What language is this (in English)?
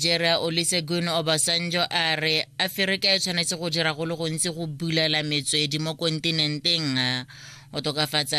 Tswana